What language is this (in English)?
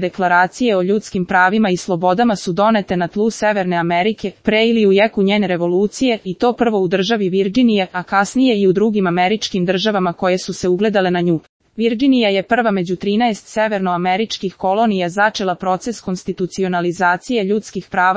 Serbian